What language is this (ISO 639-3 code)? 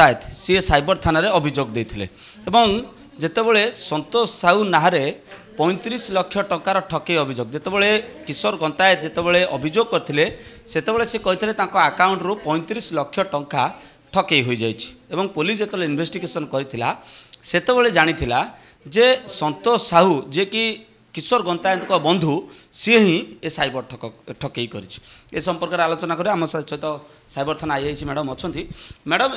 ori